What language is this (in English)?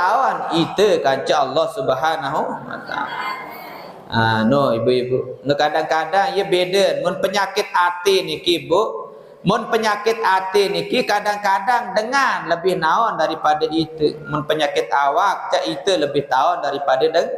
Sasak